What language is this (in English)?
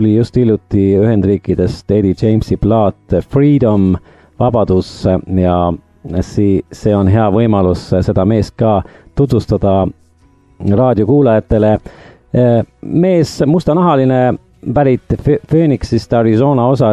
Estonian